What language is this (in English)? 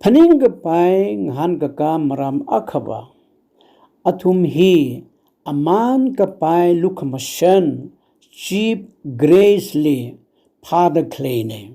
Tangkhul Naga (India)